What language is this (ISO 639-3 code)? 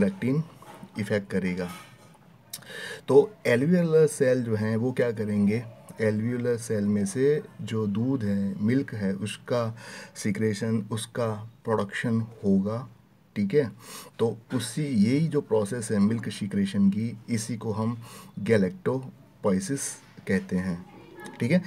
hin